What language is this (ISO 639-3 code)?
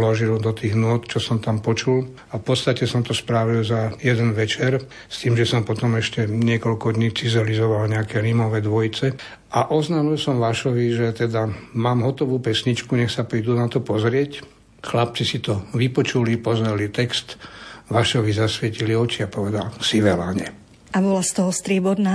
slk